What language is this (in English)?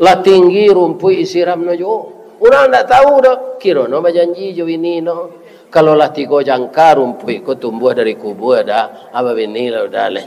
Minangkabau